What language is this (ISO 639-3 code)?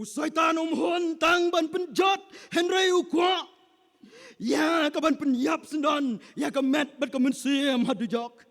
kha